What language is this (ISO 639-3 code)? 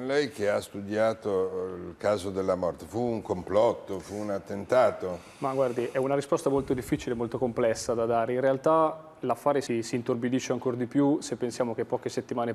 ita